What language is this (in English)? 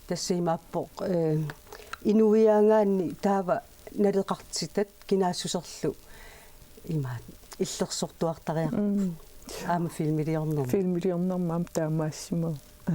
Kalaallisut